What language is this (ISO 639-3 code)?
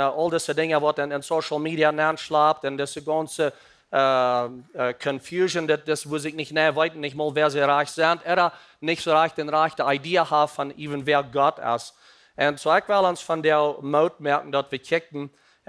pdt